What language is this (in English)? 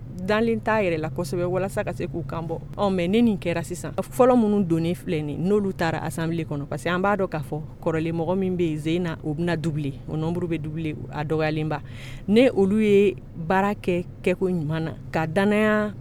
Bambara